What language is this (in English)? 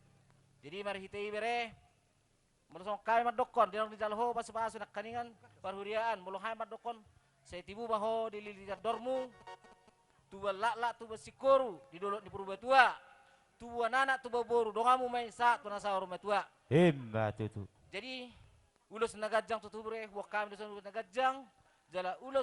Batak Toba